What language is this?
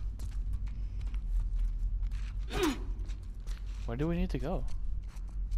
English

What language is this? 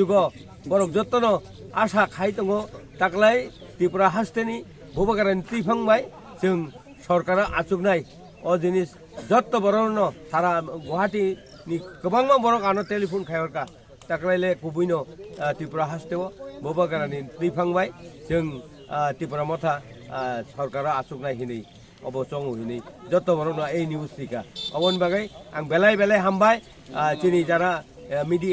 Kok Borok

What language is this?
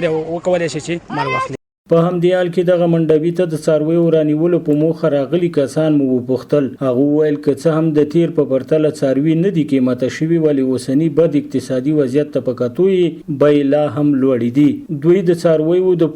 Pashto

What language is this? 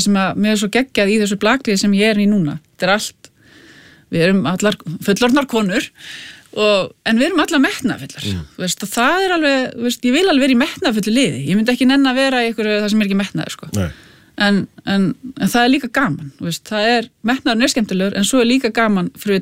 Icelandic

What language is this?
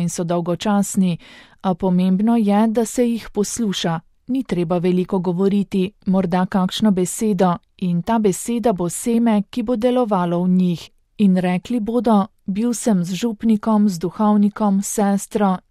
Slovenian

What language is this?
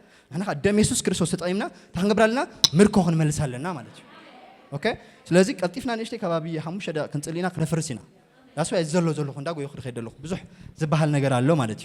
Tigrinya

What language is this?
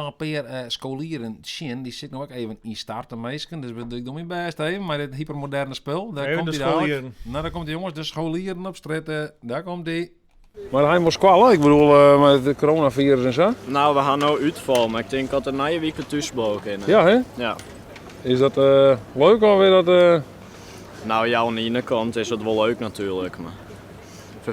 Western Frisian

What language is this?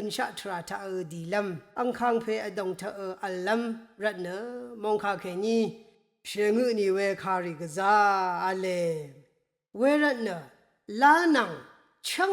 Rawang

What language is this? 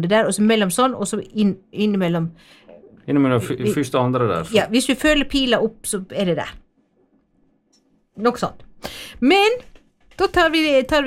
Norwegian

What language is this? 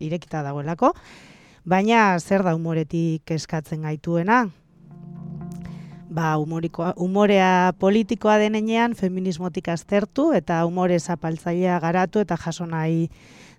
Basque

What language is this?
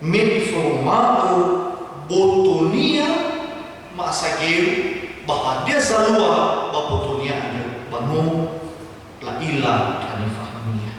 Nias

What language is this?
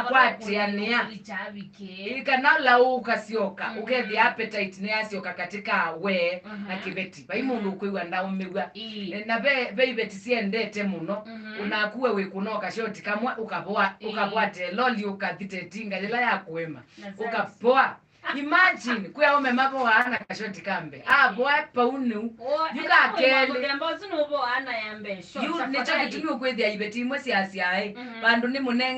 Kamba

